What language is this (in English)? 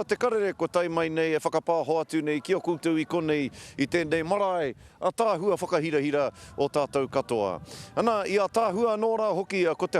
Māori